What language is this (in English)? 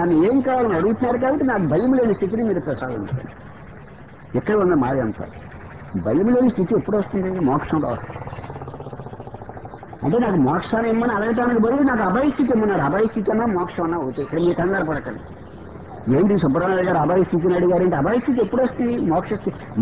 Telugu